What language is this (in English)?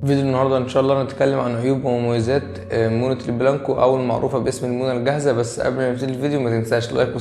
Egyptian Arabic